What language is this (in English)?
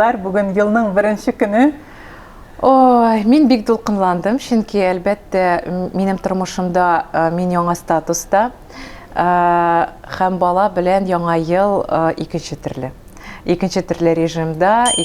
Tatar